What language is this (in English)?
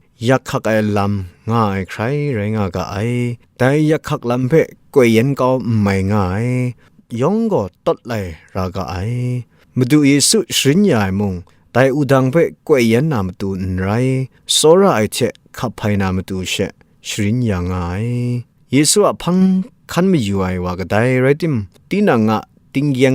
Kachin